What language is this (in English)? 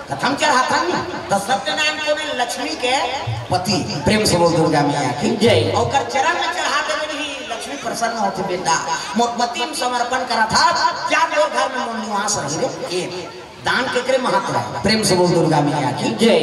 Chhattisgarhi